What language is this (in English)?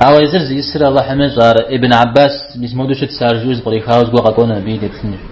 Kabardian